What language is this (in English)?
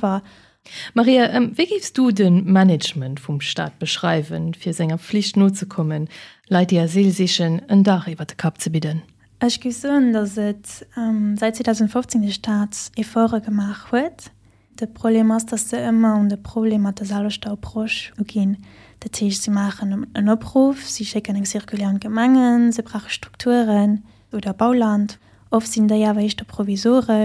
Luxembourgish